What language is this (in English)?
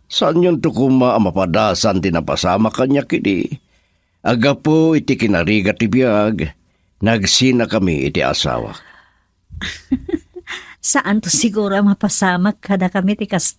Iloko